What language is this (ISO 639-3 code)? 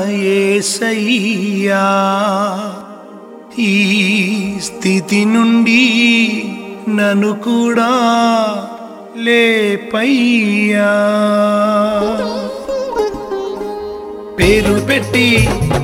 tel